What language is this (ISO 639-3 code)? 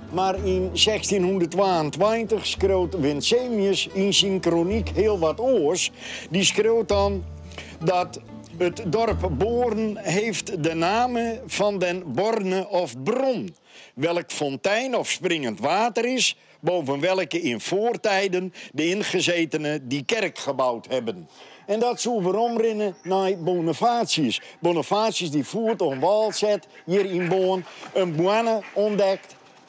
fry